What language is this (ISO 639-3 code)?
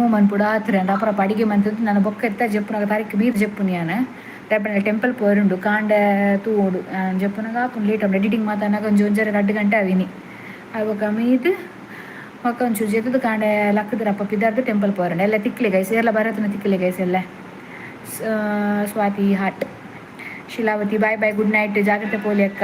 tcy